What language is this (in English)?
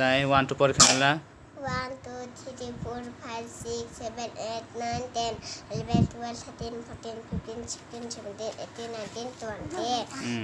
Kok Borok